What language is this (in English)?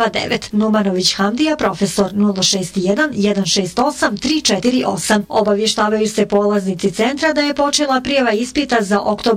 Bosnian